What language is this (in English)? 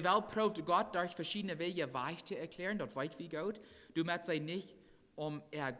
Plautdietsch